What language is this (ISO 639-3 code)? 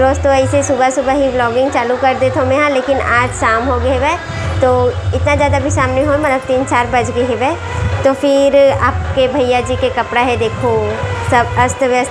hne